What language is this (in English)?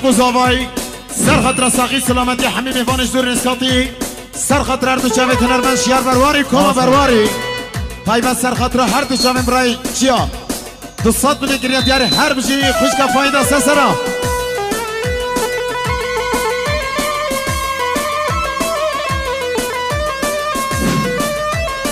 Kurdish